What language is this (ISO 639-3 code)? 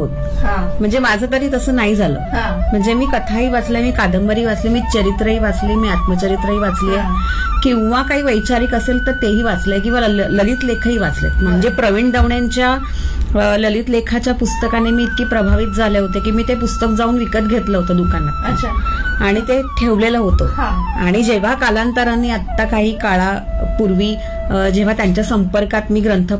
mar